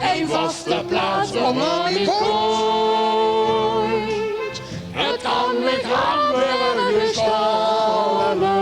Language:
Limburgish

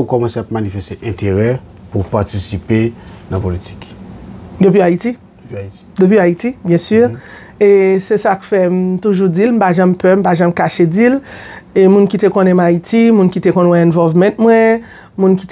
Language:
Haitian Creole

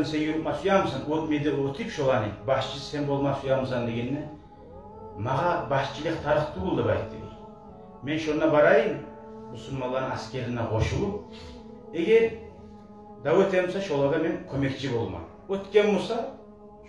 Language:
Kumyk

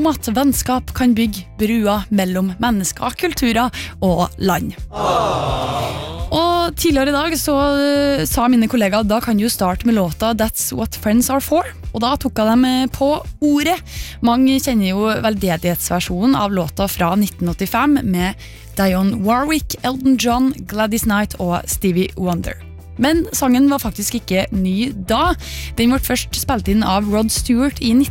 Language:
Norwegian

